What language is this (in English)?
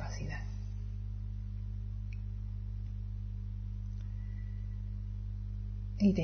Spanish